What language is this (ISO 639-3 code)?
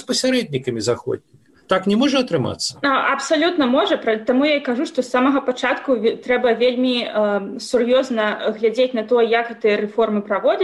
bel